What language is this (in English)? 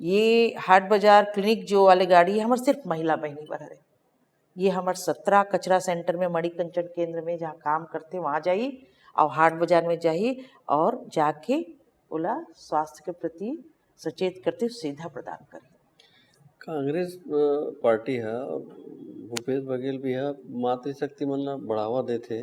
Chhattisgarhi